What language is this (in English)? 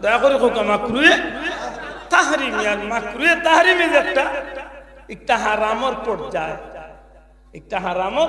Sylheti